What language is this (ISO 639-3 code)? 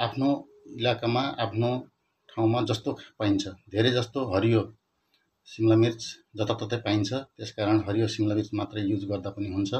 nep